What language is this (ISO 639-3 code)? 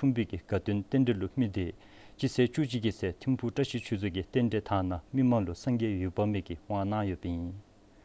dzo